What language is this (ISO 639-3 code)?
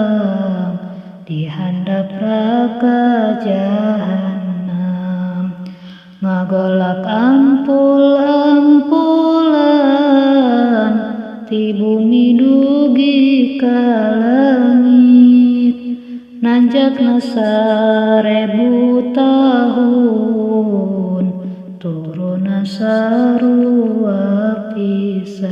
sun